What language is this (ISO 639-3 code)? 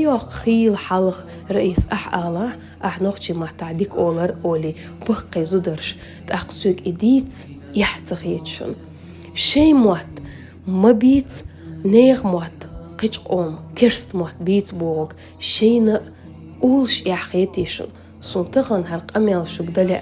che